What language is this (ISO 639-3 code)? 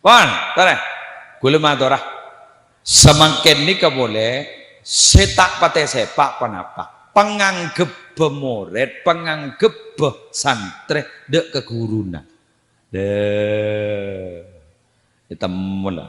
mad